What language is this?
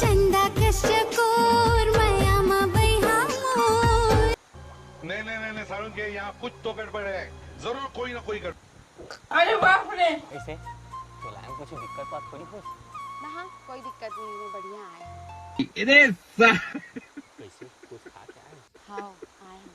Chhattisgarhi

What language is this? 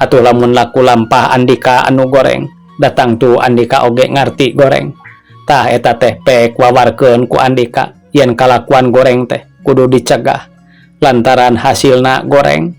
Sundanese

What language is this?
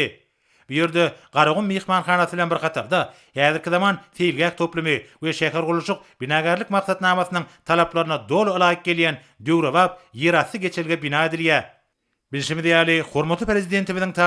Turkmen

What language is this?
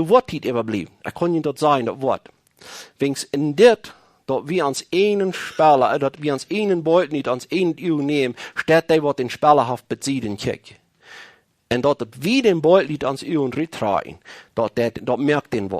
Plautdietsch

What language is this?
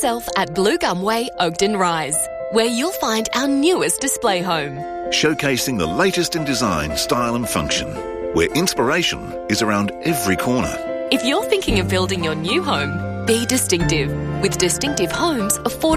English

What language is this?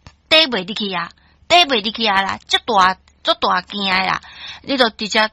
Min Nan Chinese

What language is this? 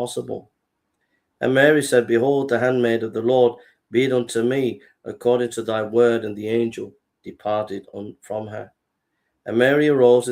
English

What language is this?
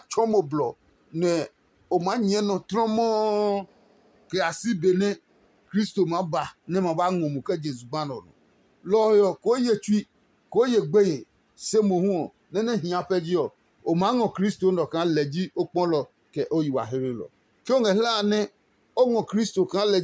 Adangme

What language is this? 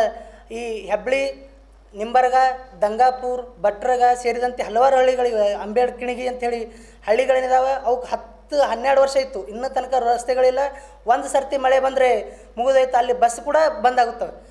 Kannada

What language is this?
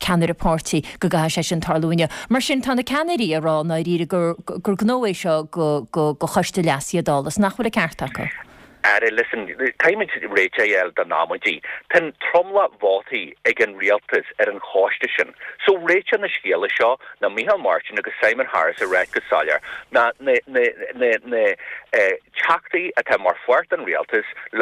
Irish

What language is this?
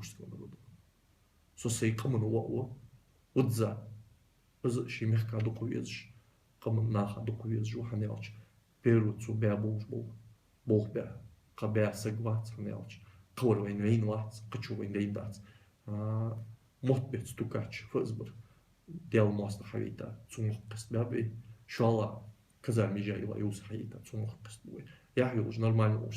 Ingush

